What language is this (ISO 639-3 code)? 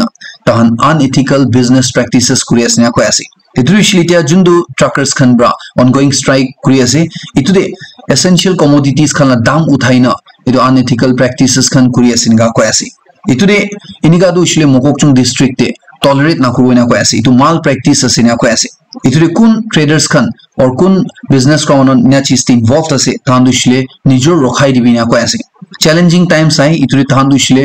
nag